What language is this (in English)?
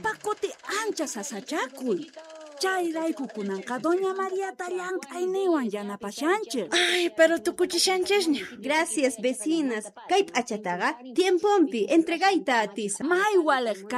South Bolivian Quechua